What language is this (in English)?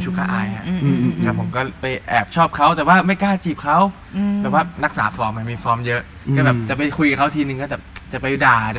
Thai